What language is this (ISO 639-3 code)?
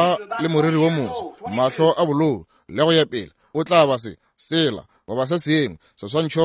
nso